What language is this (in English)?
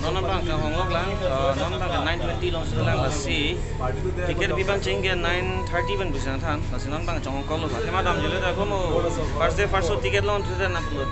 Karbi